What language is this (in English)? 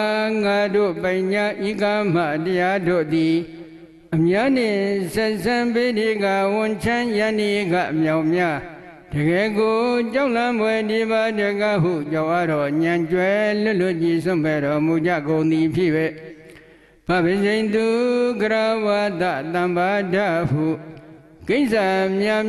Burmese